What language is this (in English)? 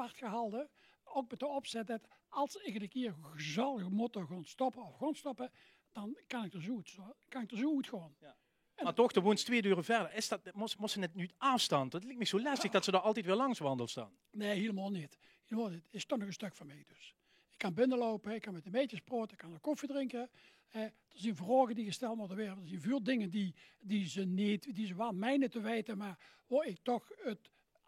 Limburgish